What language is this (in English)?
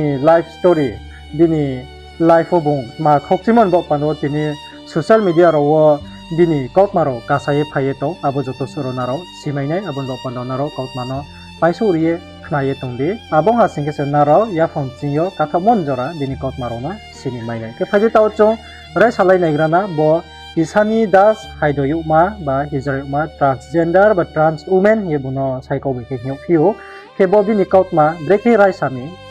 Riang (India)